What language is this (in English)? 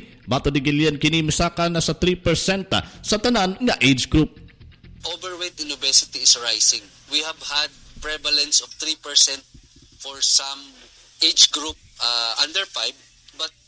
Cebuano